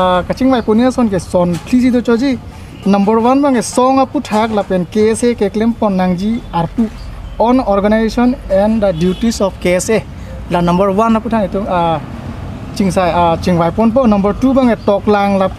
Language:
Karbi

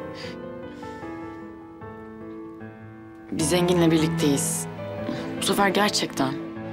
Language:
Turkish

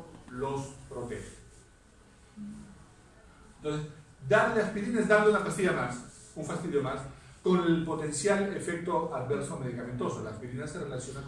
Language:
Spanish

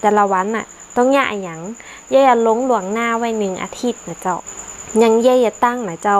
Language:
Northern Thai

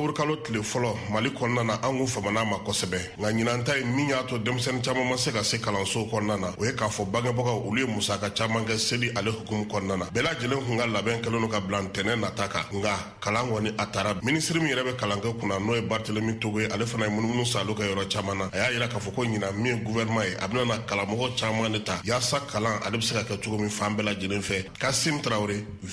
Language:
Bambara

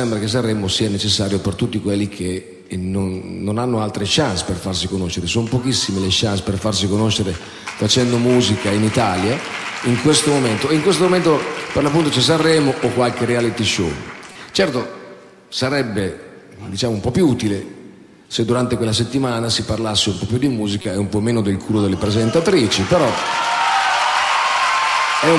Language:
Italian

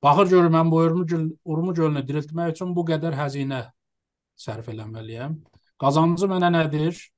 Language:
South Azerbaijani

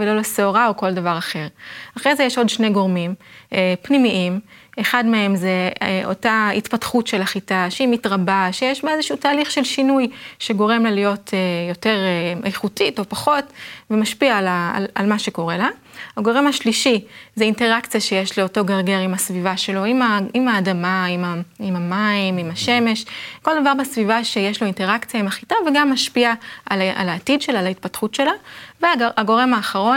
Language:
Hebrew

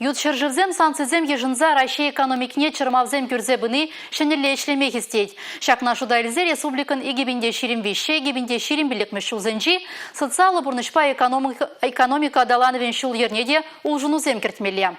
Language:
Chuvash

